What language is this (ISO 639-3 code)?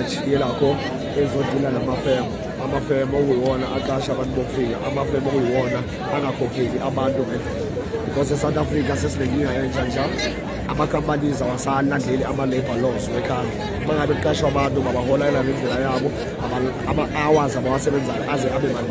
zul